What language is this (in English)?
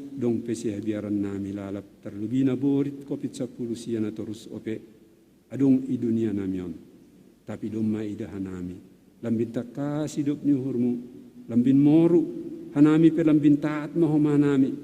Batak Simalungun